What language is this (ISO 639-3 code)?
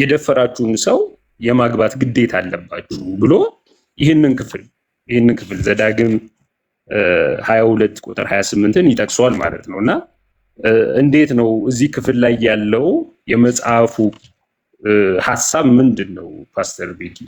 amh